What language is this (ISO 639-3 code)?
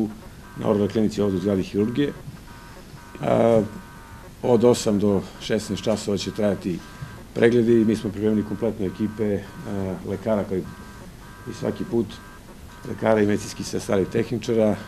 srp